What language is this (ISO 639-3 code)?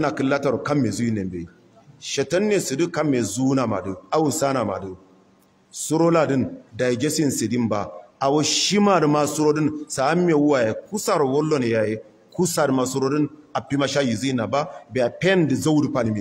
hau